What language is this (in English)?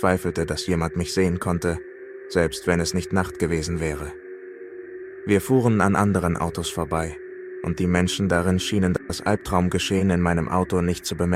German